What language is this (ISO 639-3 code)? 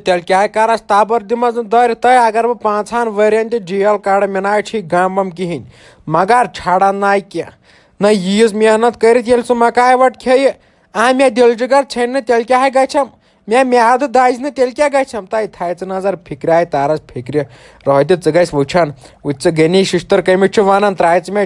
kas